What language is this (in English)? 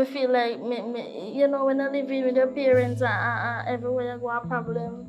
Jamaican Creole English